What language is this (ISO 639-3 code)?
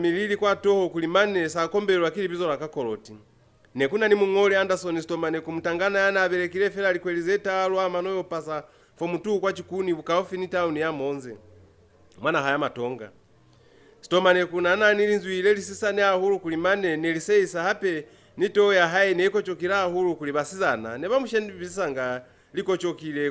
loz